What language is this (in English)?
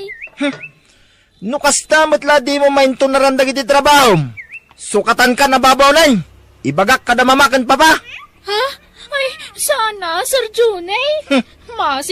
Iloko